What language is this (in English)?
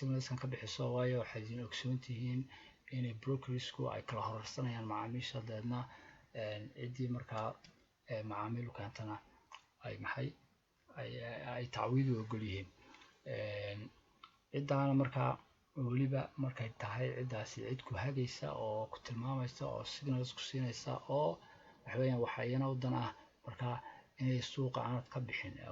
Somali